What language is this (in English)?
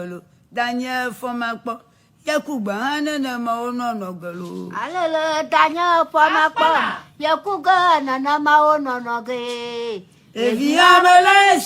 Ewe